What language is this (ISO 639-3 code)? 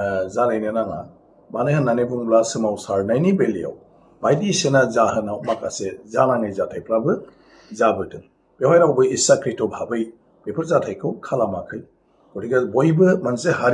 brx